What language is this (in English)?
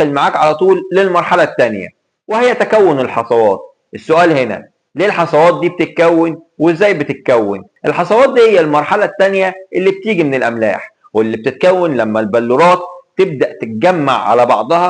Egyptian Arabic